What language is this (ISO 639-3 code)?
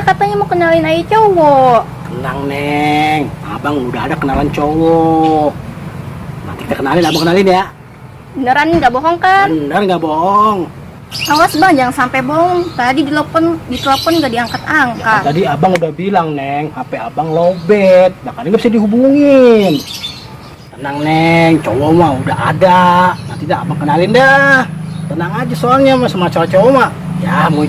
bew